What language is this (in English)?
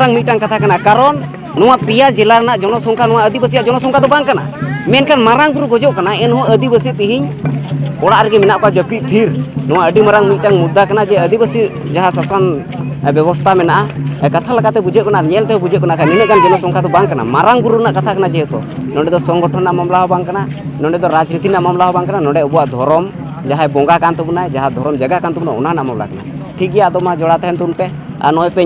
Santali